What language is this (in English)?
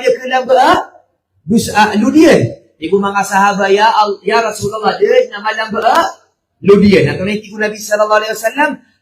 Maranao